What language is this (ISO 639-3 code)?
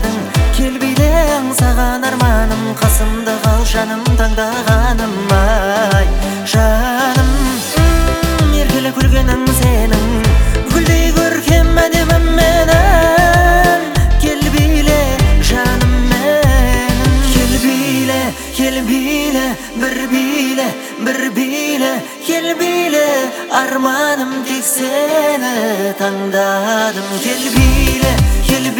kaz